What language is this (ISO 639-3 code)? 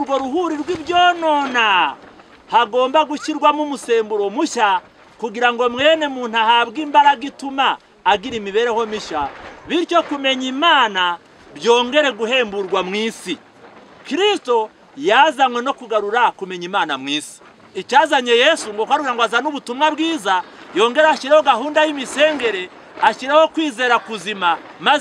kin